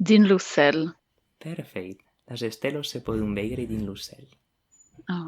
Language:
Occitan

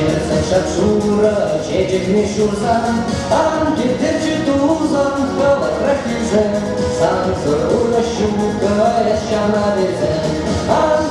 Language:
Chuvash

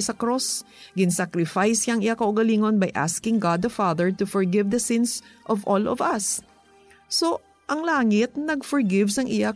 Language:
Hiligaynon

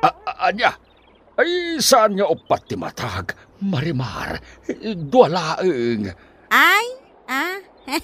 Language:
Iloko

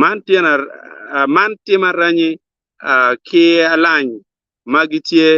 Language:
Acoli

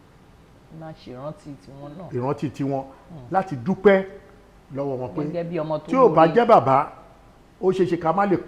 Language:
Yoruba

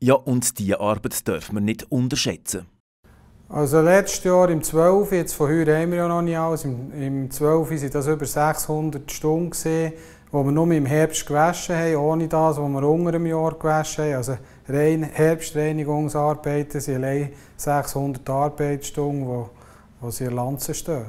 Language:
Swiss German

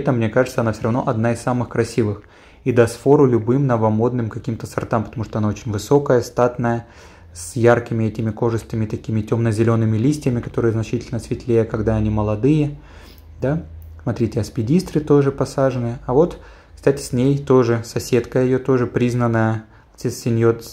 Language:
Russian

